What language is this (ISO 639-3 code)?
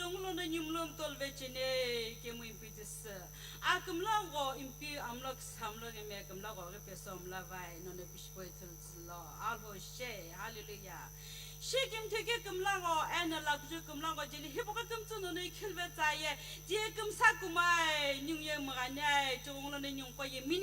nsm